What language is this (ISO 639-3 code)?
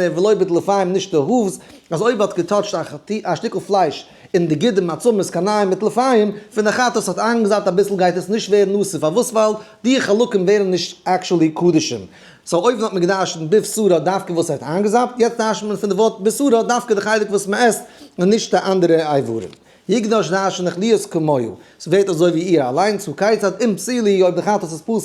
yid